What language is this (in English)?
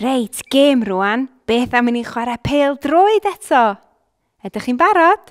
Welsh